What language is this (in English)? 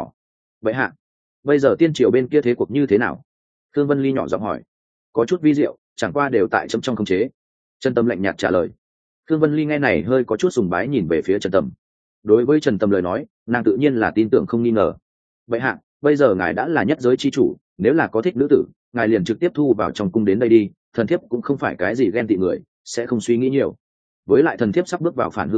Vietnamese